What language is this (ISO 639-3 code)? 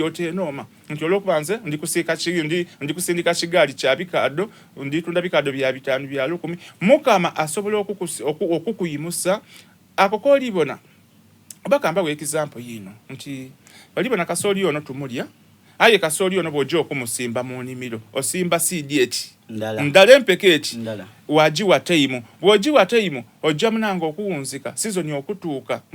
xog